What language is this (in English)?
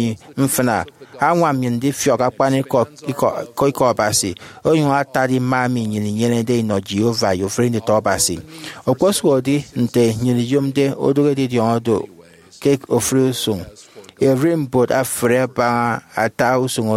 Efik